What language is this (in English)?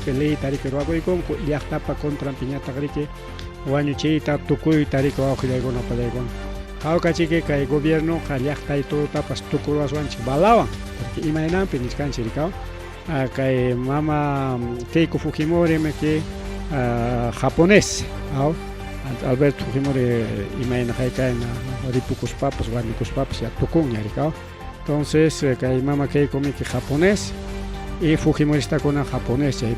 Ayacucho Quechua